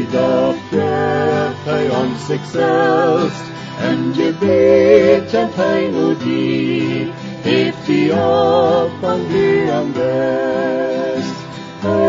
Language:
Plautdietsch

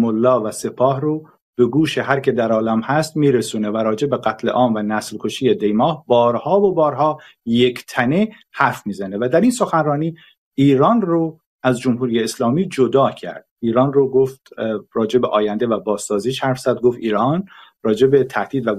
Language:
Persian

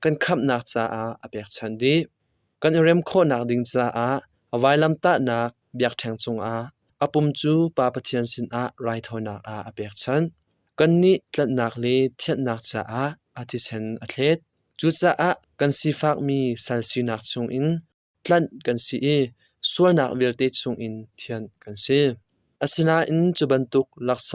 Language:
Hakha Chin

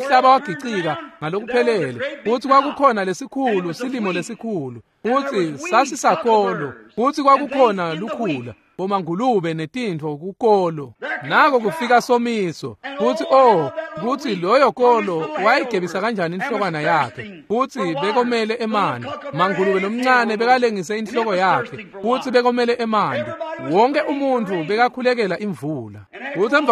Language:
Swati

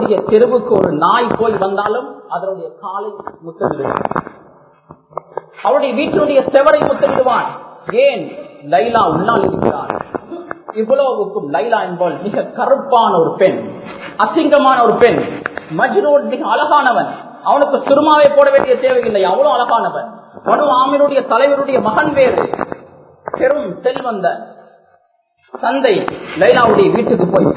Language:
Tamil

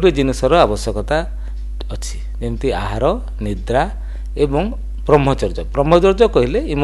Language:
Odia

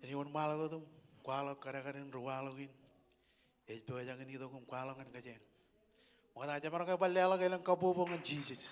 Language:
Marshallese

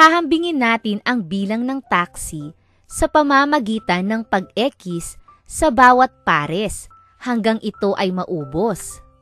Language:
Filipino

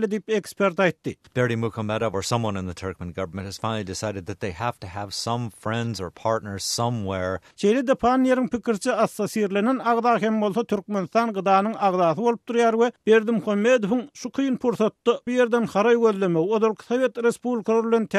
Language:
Turkmen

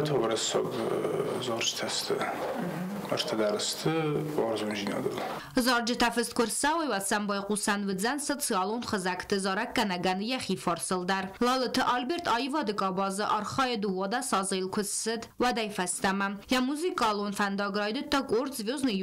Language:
Ossetic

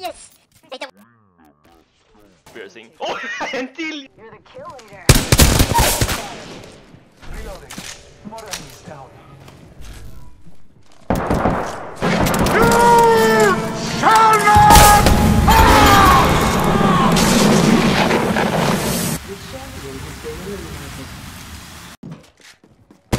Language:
Swedish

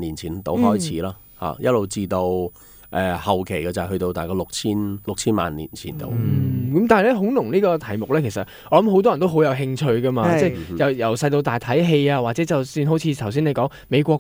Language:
Cantonese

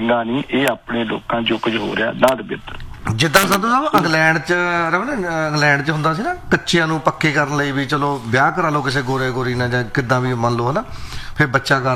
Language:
Punjabi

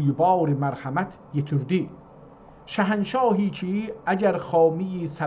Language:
South Azerbaijani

